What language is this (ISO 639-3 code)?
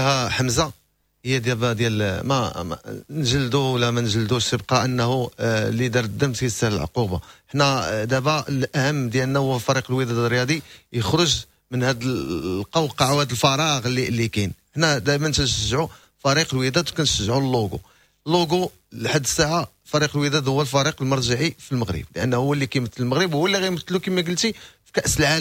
ary